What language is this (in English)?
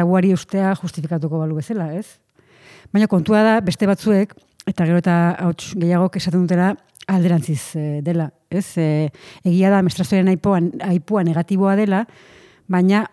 Basque